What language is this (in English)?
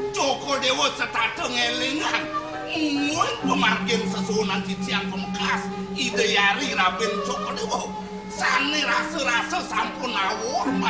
Balinese